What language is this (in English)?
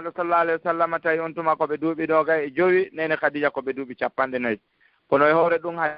Fula